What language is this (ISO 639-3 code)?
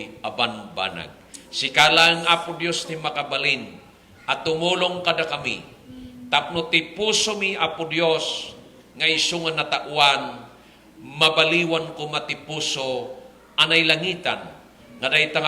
ilo